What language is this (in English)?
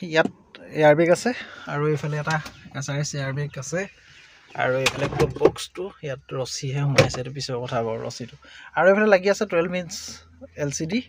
Assamese